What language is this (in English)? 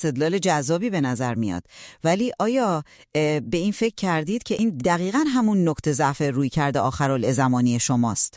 Persian